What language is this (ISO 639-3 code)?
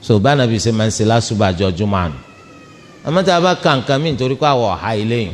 yor